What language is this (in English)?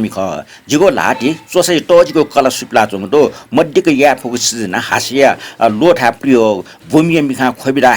Newari